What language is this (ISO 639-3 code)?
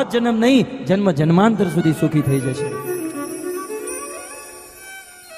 guj